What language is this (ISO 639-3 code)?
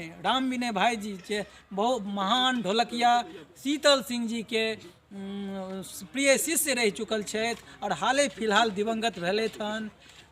mai